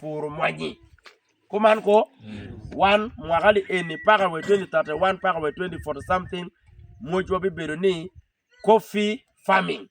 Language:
Acoli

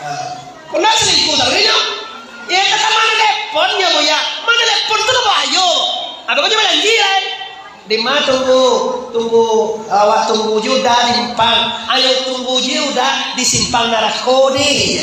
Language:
Minangkabau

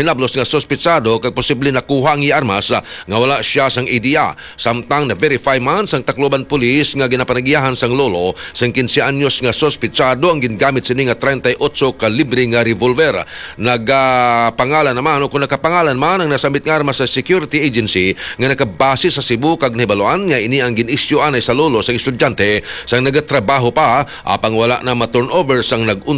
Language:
Hiligaynon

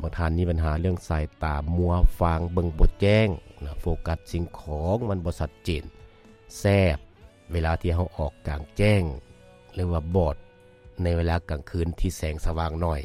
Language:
Lao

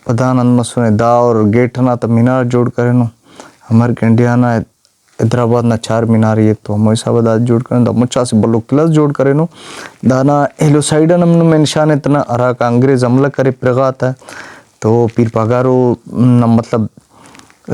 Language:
Brahui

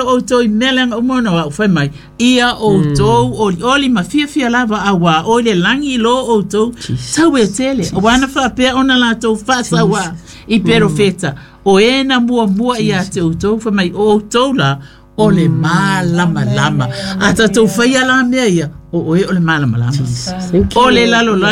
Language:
Samoan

